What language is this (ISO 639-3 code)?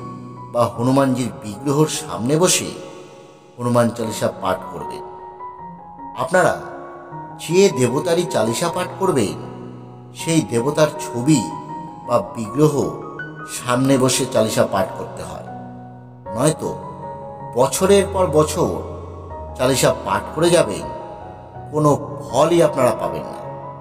ben